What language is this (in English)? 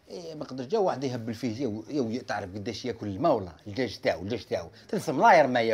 Algerian Arabic